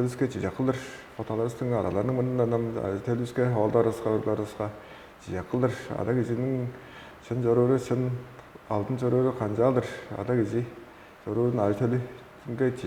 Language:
Tuvinian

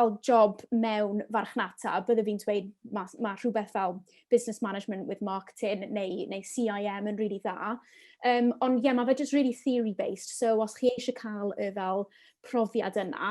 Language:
Welsh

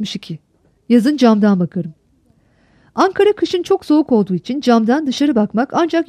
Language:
Turkish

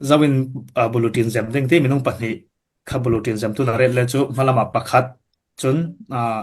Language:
Falam Chin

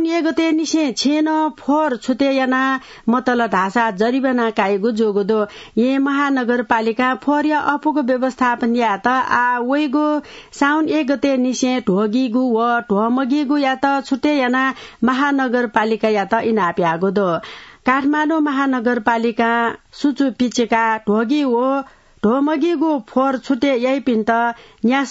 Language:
Newari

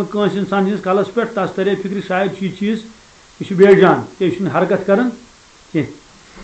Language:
Kashmiri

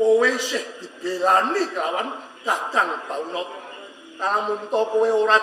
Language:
Javanese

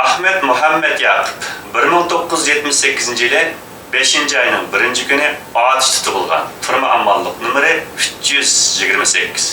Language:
Uyghur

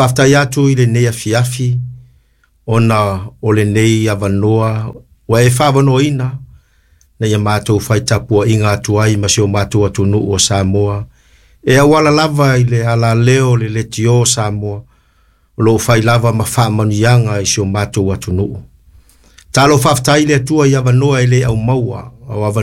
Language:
Samoan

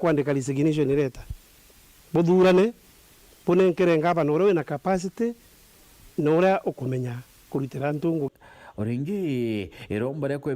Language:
Meru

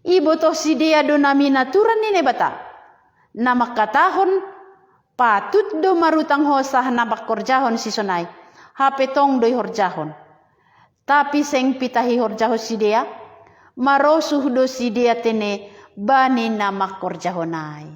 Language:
Batak Simalungun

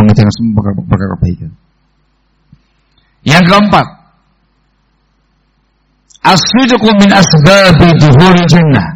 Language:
Indonesian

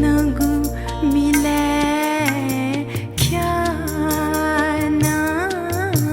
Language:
Newari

